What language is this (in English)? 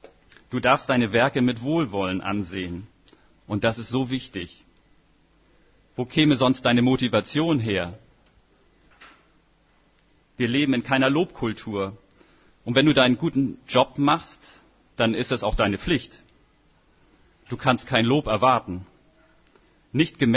German